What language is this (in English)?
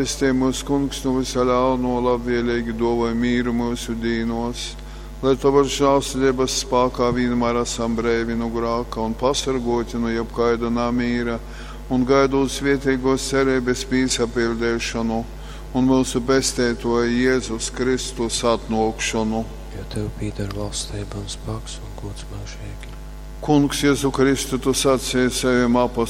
Latgalian